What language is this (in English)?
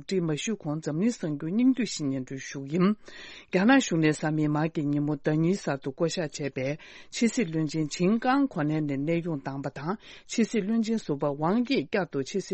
Tibetan